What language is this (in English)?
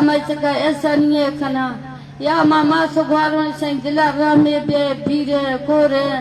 Eastern Balochi